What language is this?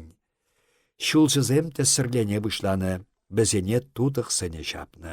Chuvash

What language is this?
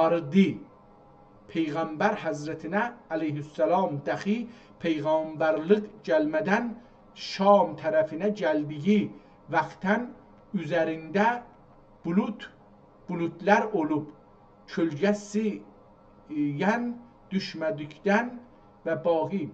South Azerbaijani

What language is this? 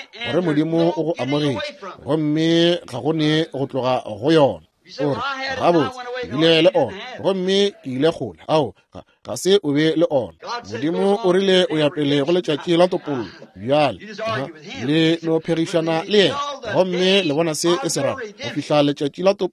Northern Sotho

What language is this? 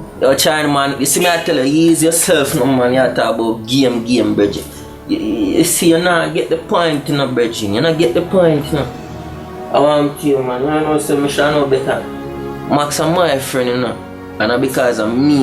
Jamaican Creole English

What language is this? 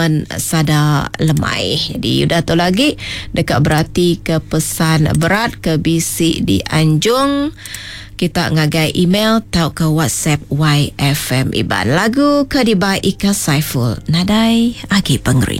Iban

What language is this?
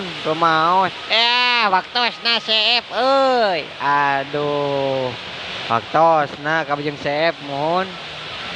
Sundanese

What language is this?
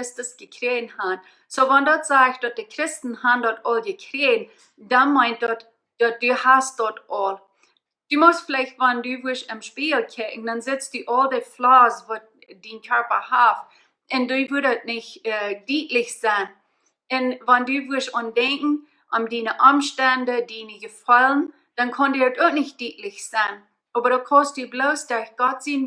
Plautdietsch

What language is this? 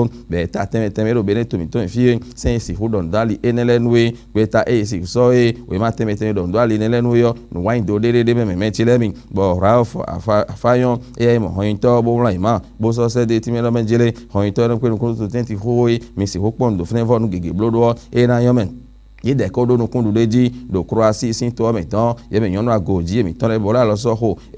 Fon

